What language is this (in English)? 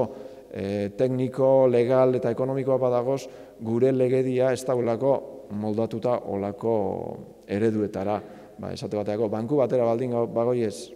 Basque